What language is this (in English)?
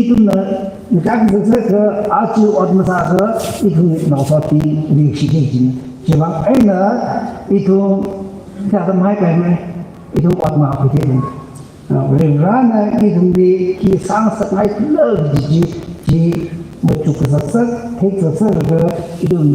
Tangkhul Naga (India)